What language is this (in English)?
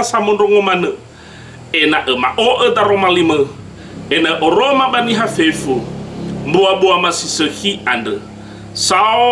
Nias